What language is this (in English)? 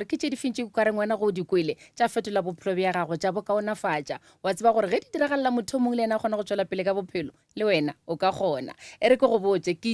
Northern Sotho